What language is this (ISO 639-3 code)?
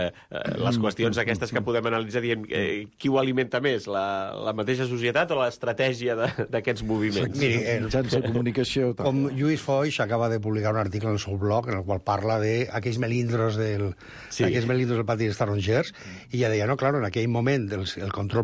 cat